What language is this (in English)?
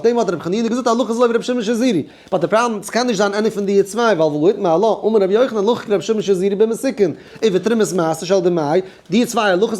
Yiddish